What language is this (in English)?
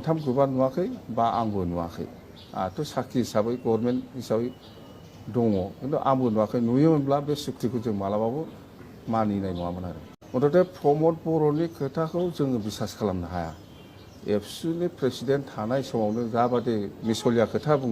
Bodo